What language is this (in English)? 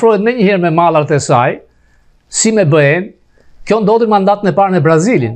Albanian